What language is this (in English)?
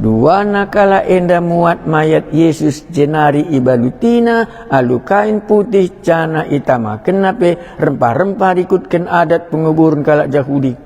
Batak Karo